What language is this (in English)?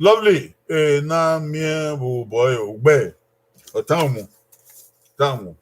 Bini